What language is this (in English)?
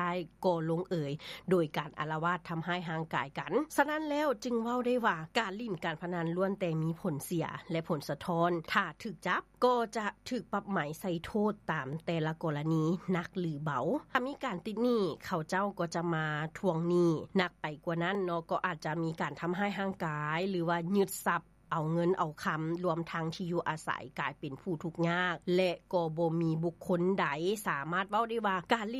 Lao